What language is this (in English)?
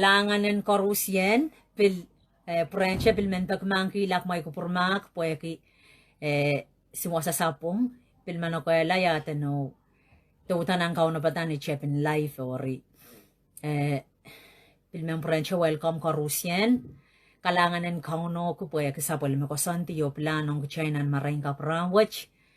Pohnpeian